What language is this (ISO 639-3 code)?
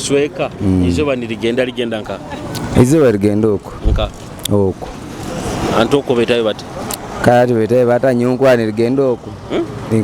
ttj